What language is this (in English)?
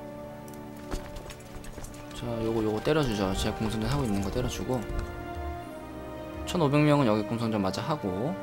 Korean